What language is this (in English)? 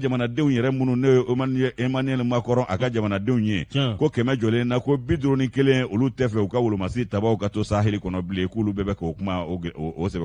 Bambara